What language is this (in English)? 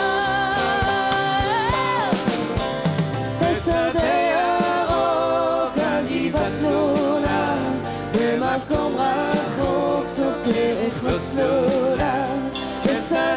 Hebrew